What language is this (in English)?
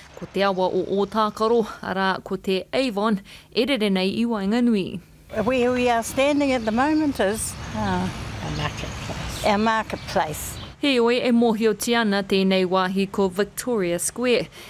Māori